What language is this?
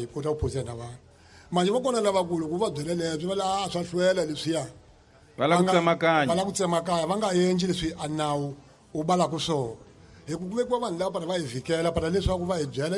Tsonga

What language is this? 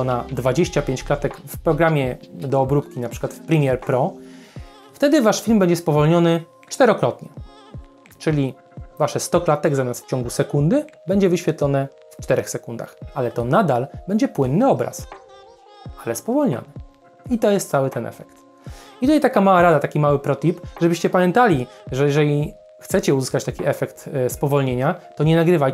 Polish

